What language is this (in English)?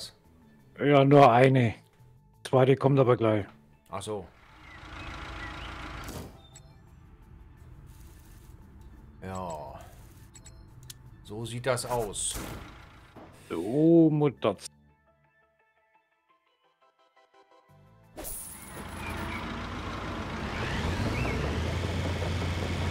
German